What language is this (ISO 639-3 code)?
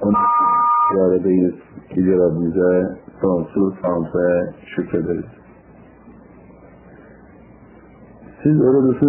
tur